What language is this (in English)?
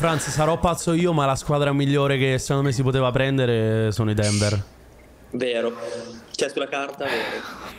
Italian